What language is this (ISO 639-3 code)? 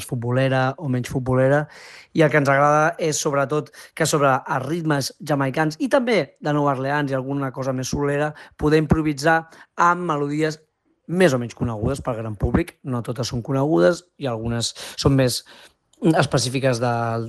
cat